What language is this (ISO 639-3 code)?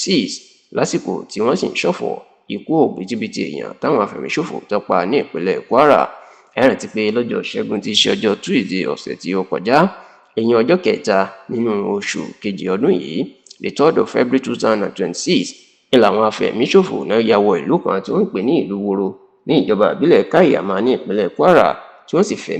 yor